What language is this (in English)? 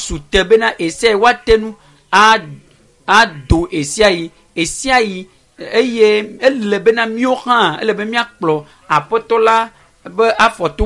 Ewe